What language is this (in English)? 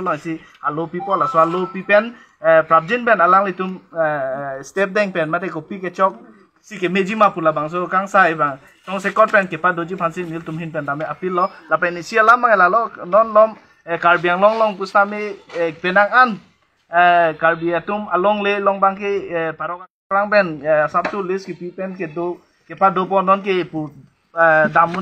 Karbi